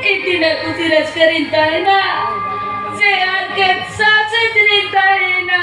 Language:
Santali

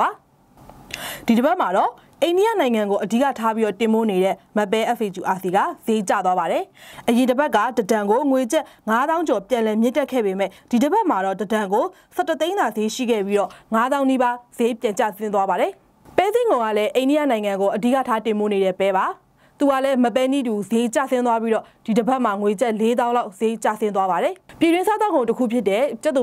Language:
Burmese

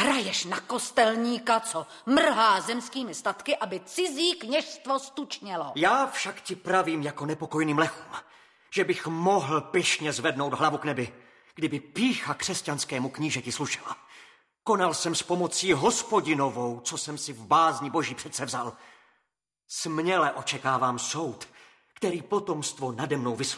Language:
Czech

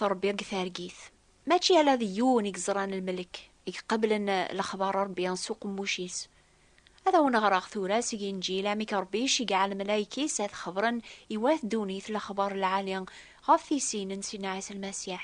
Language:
Kabyle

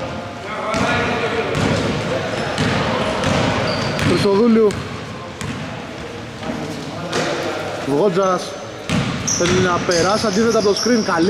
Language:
Greek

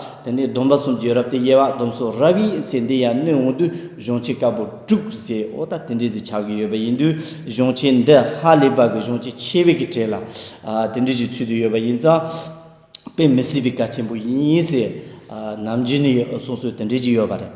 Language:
Tibetan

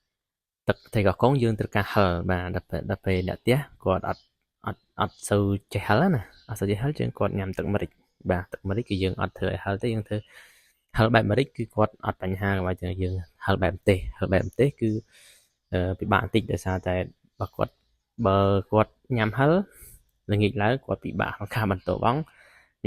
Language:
Khmer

